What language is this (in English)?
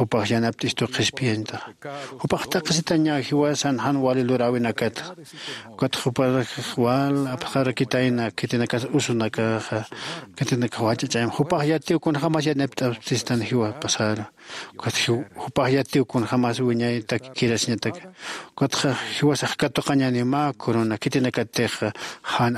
Aymara